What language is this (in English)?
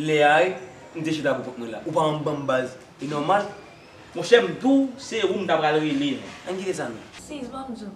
Haitian Creole